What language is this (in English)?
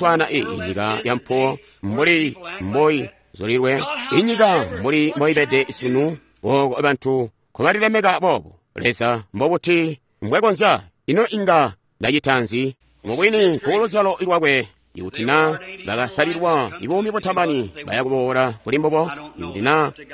Tonga (Zambia)